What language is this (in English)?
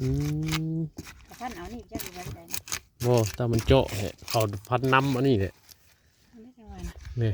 Northeastern Thai